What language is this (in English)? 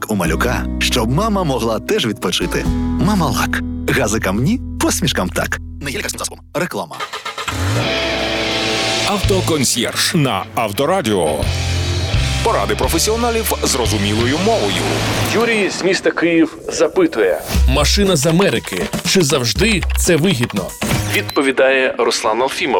Ukrainian